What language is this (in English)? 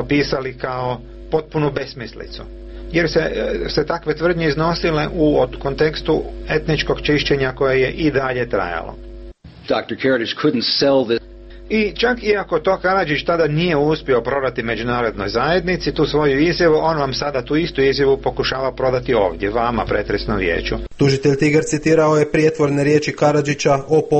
Croatian